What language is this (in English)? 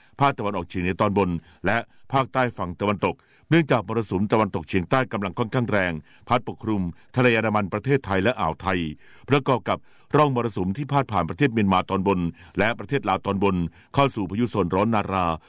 Thai